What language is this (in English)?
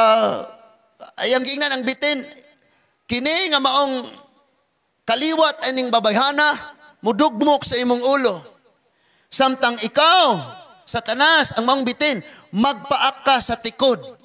Cebuano